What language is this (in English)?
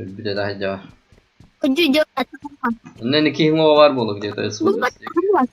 Yakut